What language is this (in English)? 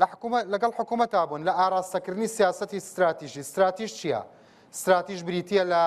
Central Kurdish